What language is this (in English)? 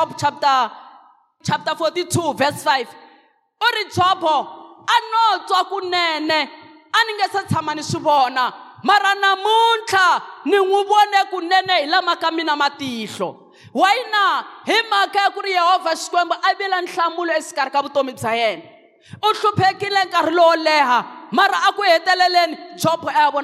Tsonga